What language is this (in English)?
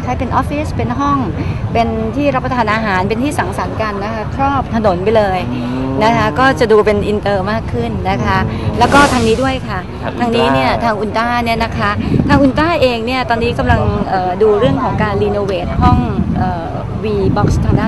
Thai